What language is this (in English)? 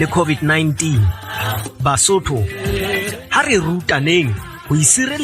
Southern Sotho